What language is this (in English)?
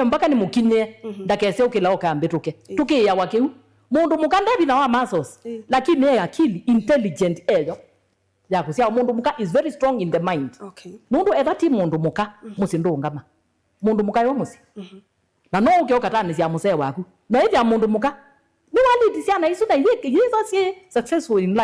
Kamba